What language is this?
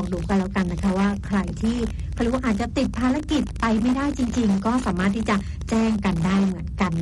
Thai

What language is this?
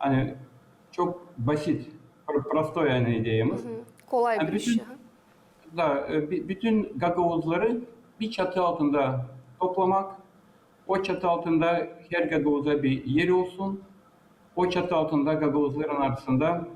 Gagauz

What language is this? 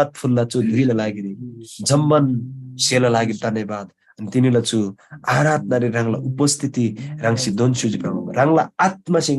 Eastern Tamang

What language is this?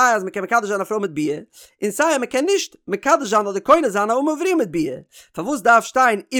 Yiddish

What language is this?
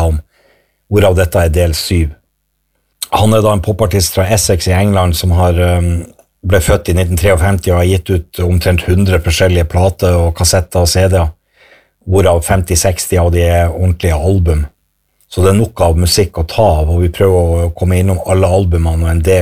Norwegian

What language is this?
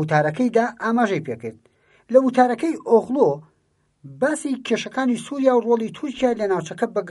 Central Kurdish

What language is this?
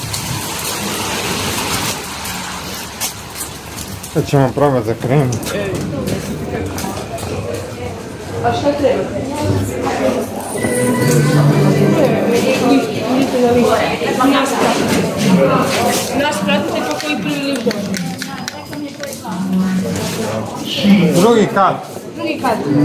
Croatian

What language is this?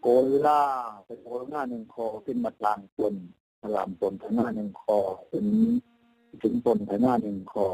Falam Chin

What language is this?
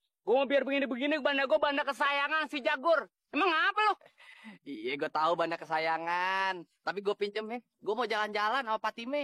Betawi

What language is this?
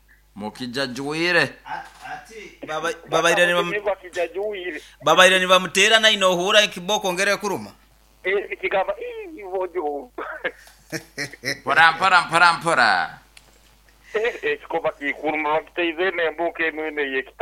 Nyoro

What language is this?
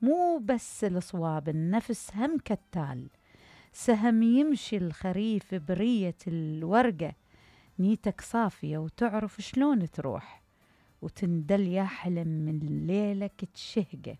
Mesopotamian Arabic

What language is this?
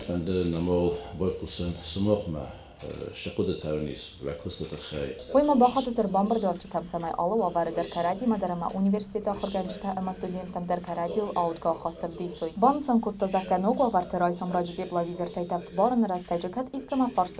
Ossetic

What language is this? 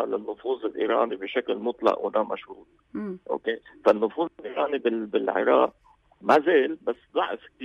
North Levantine Arabic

